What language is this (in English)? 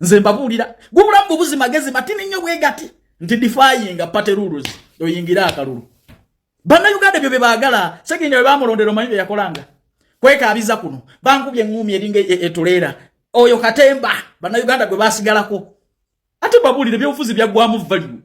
Ganda